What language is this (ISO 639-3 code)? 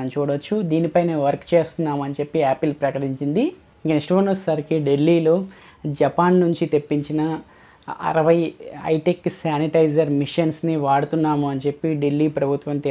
tel